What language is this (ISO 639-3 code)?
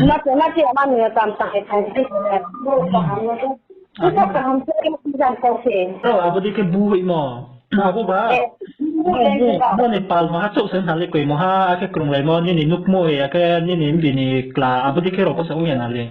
ria